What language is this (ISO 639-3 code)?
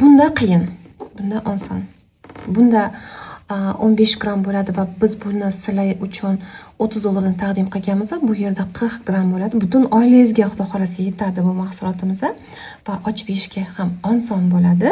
uzb